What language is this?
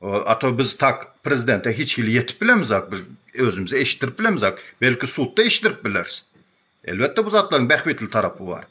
Turkmen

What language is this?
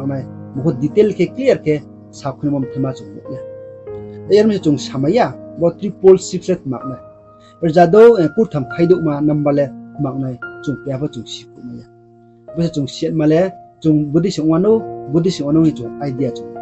Riang (India)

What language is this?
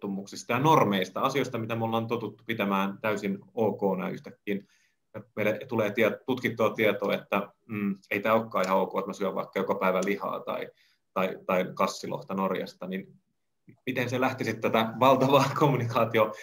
Finnish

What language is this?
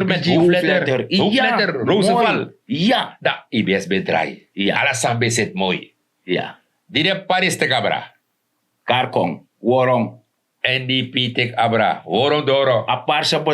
Sranan Tongo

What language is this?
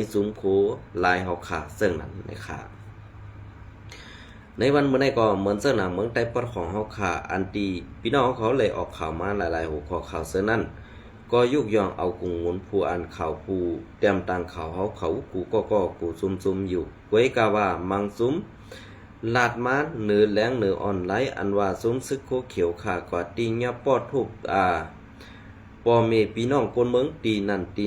Shan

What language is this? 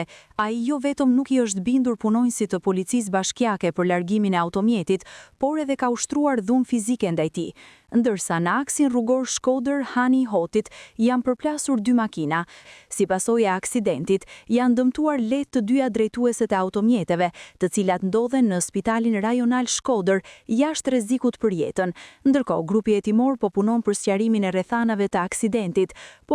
Albanian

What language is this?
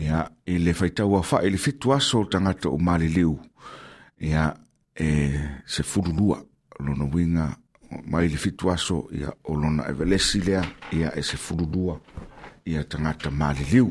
Samoan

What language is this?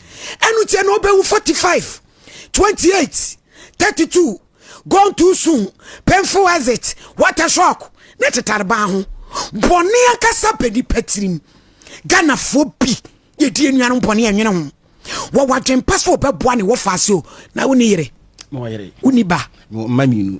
Akan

